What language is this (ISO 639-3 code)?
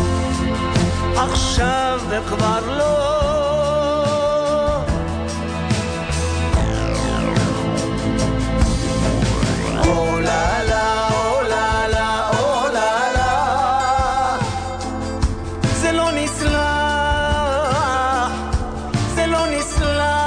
heb